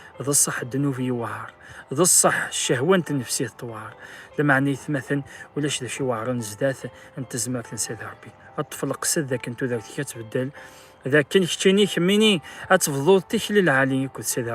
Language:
Kabyle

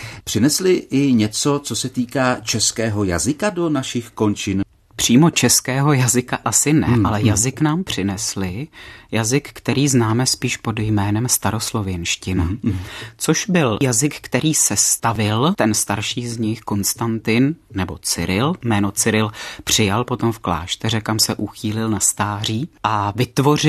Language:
Czech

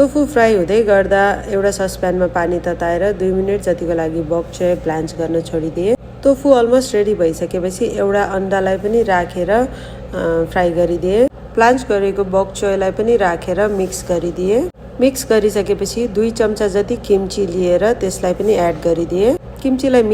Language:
Nepali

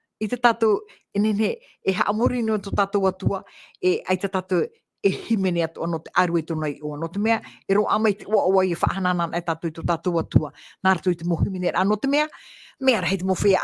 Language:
Tahitian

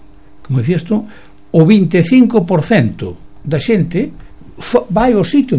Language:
Galician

